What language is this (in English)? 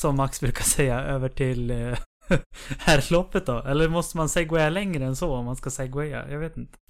Swedish